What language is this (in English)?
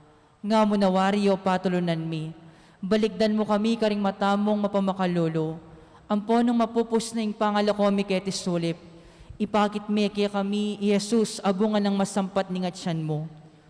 Pampanga